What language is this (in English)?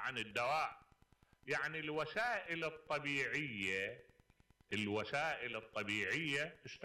Mesopotamian Arabic